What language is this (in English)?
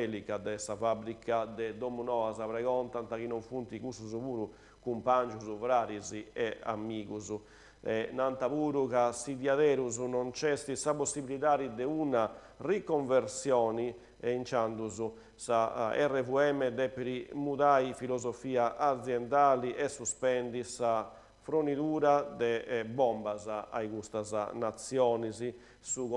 Sardinian